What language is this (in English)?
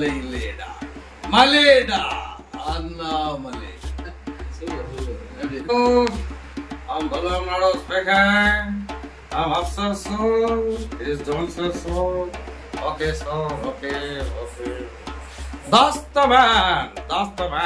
Tamil